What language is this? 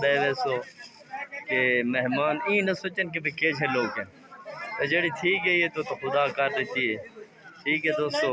Saraiki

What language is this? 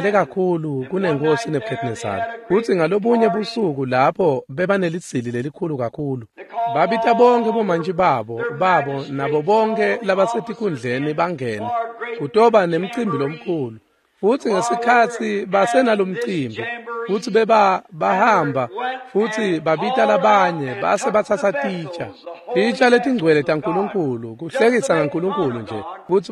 Swati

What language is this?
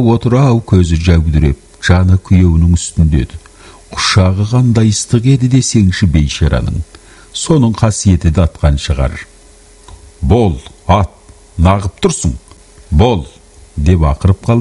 Kazakh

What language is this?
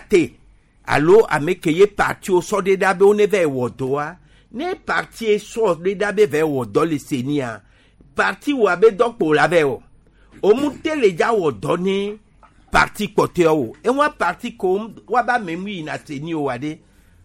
Gen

